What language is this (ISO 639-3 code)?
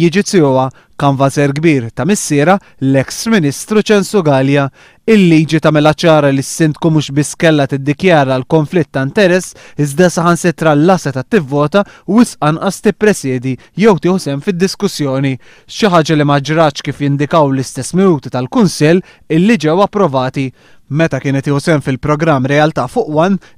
mlt